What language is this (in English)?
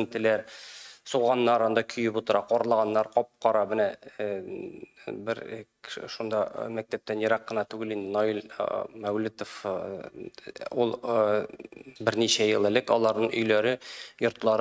Tatar